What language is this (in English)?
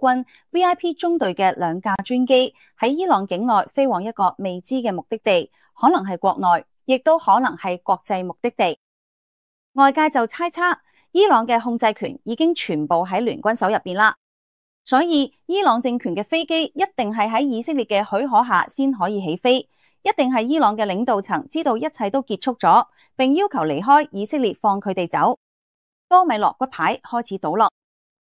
Cantonese